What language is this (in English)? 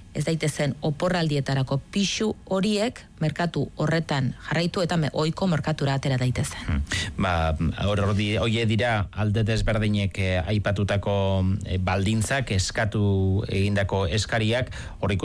Basque